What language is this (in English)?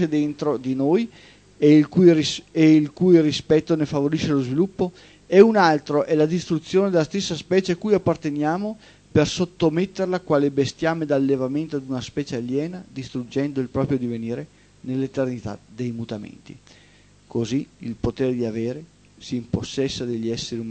Italian